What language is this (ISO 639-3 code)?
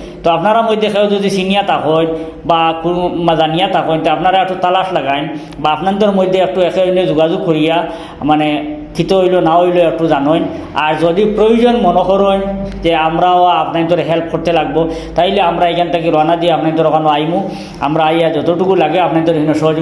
syl